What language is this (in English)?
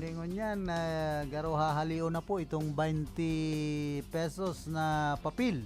Bikol